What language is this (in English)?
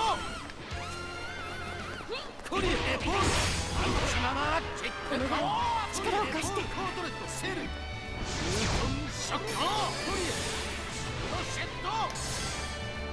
Japanese